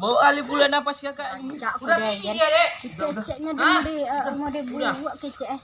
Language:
Minangkabau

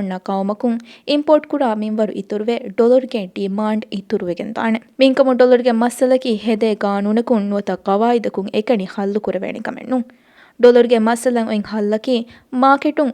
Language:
Divehi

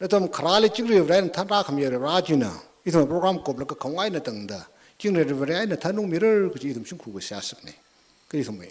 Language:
Tangkhul Naga (India)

